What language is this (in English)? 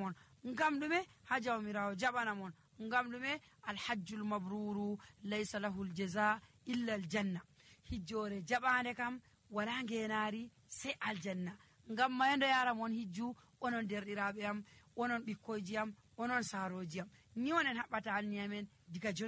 Nigerian Fulfulde